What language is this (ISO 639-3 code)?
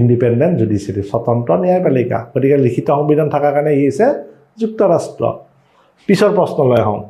asm